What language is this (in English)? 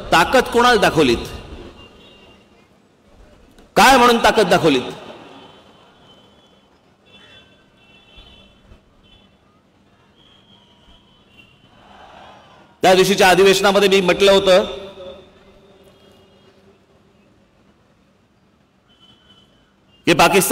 Marathi